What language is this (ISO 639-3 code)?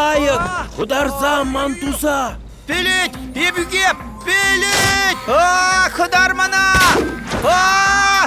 chv